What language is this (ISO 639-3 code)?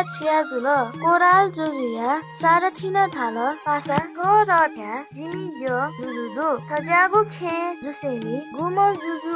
new